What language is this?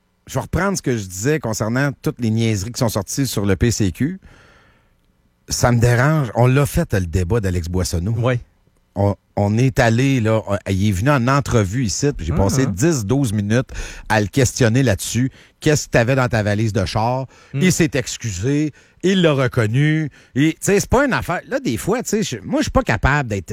French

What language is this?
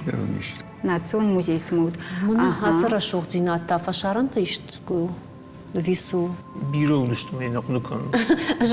Ossetic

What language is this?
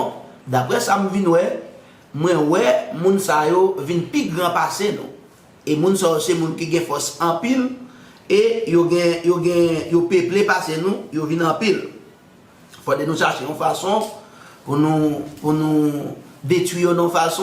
Haitian Creole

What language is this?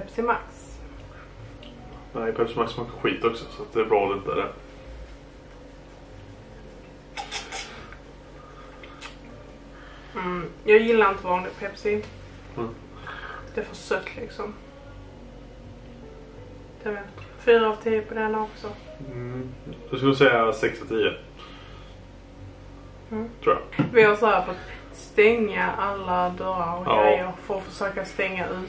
Swedish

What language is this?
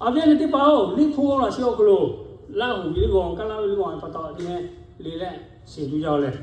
Lahu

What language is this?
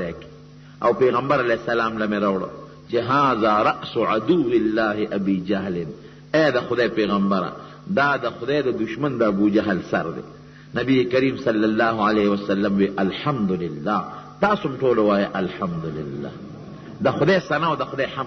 Pashto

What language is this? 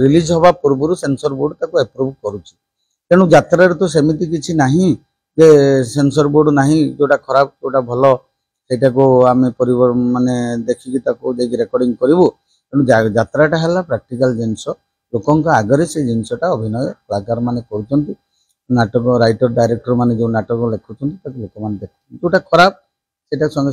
Odia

